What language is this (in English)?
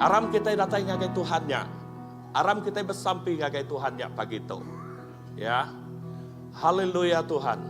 Iban